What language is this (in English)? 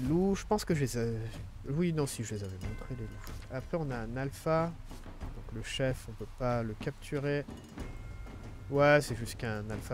French